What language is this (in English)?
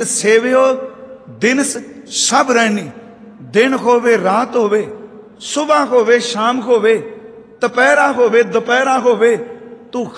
Punjabi